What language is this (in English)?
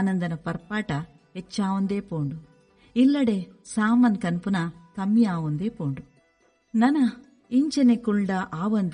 Tulu